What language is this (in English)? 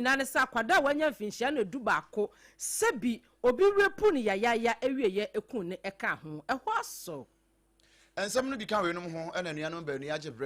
Akan